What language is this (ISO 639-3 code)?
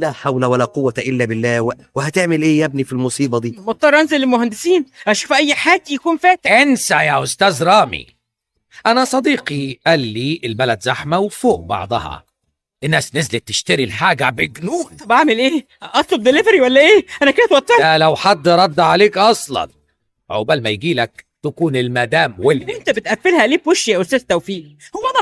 arz